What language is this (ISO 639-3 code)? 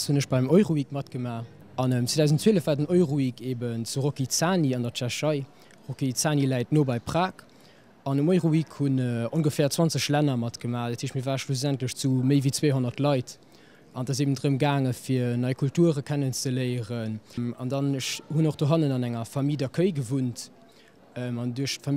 ltz